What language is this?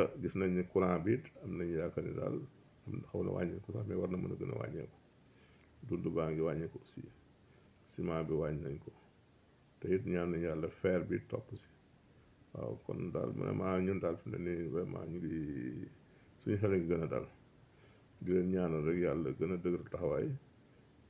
Wolof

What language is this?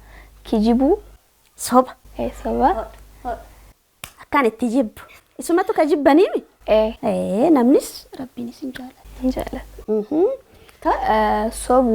Oromo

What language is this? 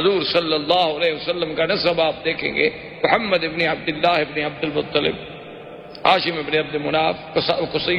Urdu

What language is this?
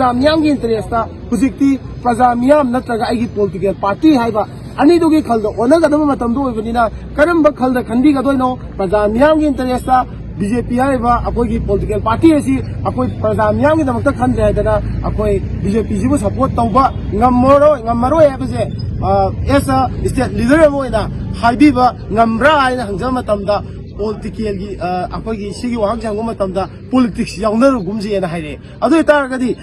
Manipuri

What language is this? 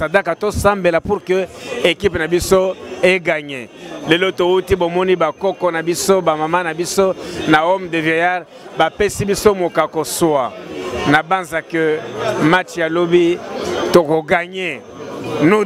Lingala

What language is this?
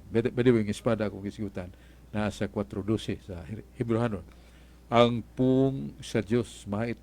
Cebuano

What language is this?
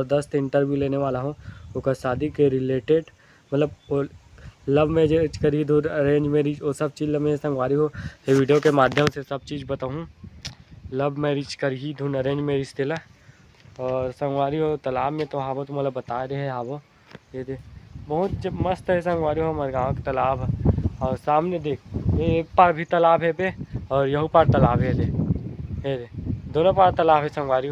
Chhattisgarhi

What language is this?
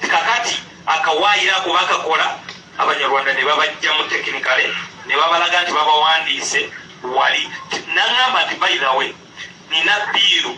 Ganda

